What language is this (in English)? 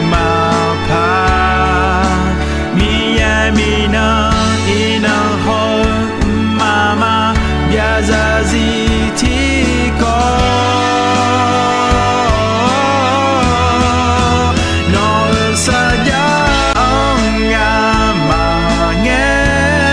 Akha